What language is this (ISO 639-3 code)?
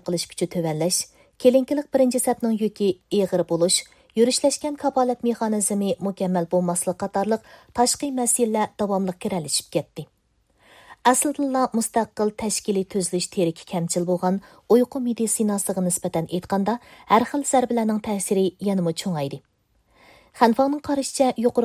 uig